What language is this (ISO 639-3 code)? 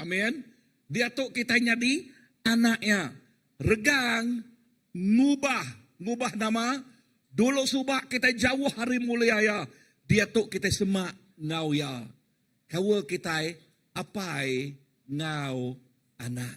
iba